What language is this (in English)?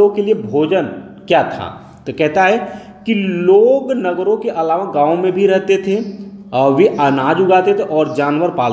Hindi